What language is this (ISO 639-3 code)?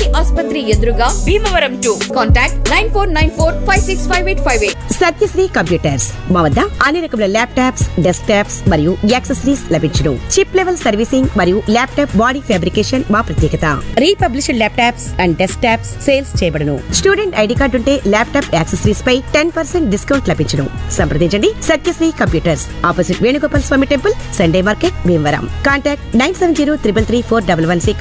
tel